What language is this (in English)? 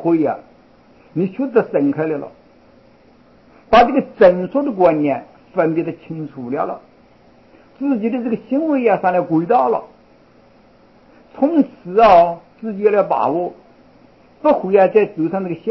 Chinese